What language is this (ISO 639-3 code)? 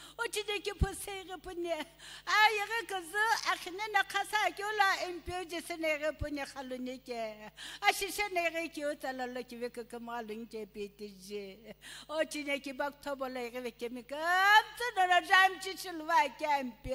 nsm